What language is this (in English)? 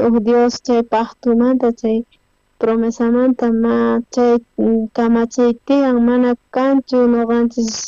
South Bolivian Quechua